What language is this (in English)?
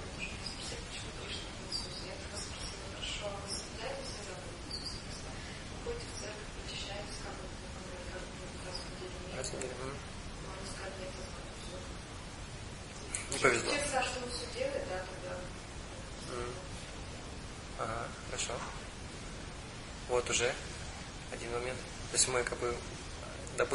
Russian